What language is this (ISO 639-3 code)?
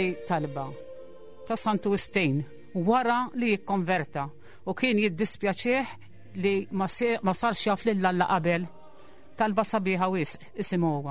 mlt